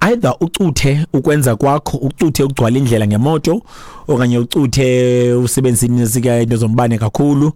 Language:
Xhosa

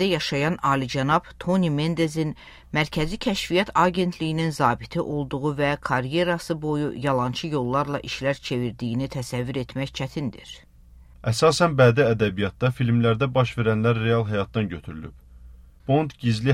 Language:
Azerbaijani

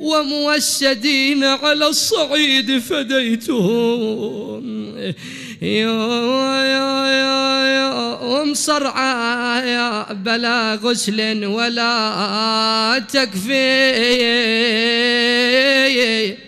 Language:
Mesopotamian Arabic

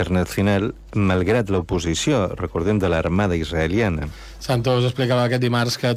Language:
Catalan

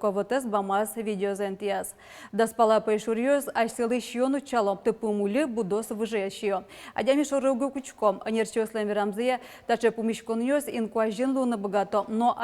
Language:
Udmurt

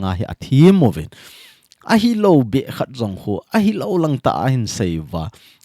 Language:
Thado Chin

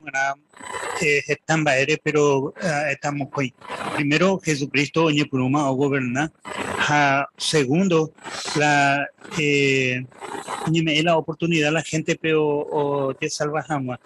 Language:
Guarani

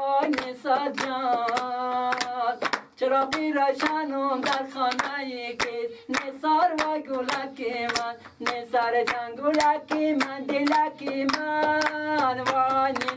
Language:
Persian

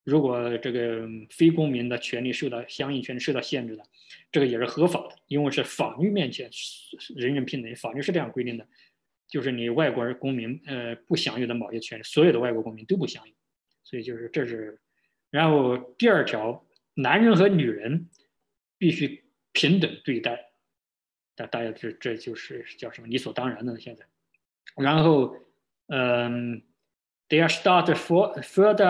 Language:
Chinese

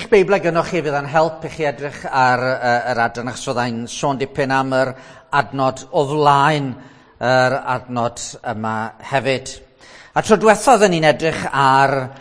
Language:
Welsh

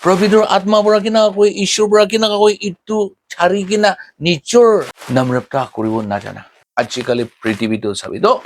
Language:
Naga Pidgin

